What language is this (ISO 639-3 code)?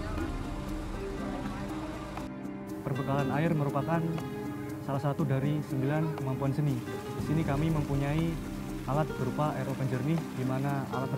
ind